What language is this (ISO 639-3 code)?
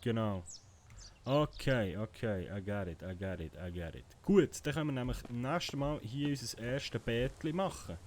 gsw